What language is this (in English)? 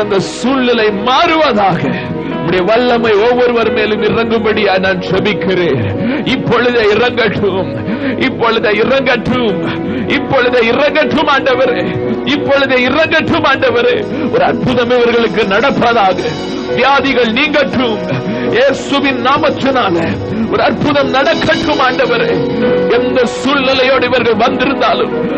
Tamil